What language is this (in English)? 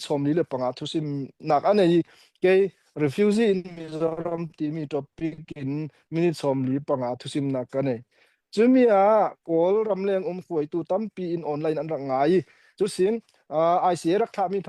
Falam Chin